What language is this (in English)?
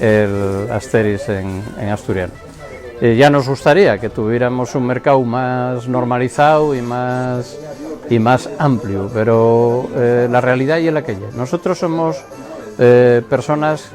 Asturian